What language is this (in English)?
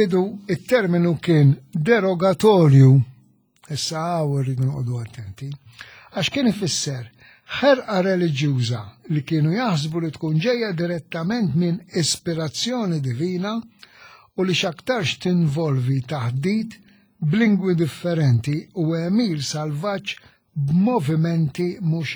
Maltese